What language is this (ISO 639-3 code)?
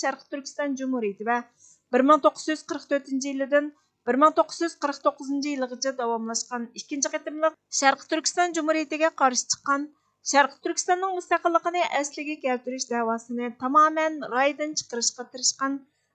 uig